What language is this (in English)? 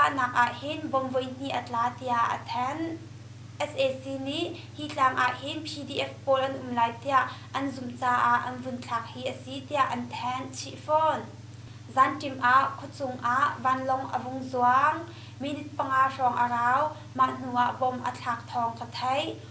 Hakha Chin